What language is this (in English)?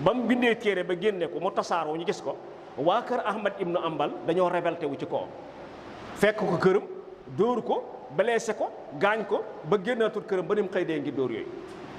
Wolof